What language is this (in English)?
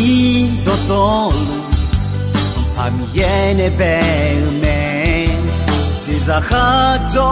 Akha